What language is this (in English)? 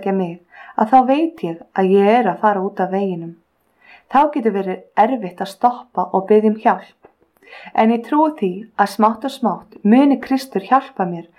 Icelandic